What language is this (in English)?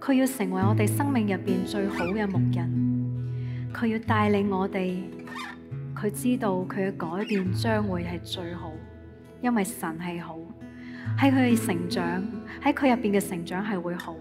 Cantonese